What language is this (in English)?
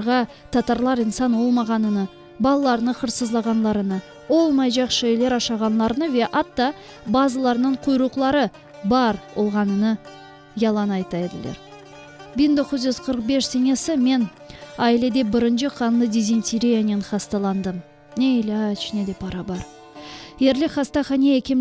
Crimean Tatar